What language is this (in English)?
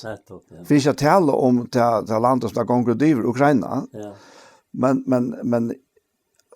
Faroese